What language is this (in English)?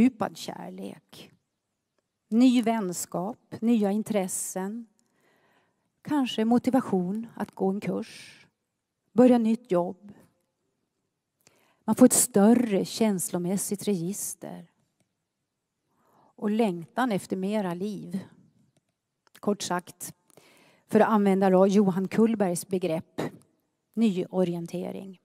Swedish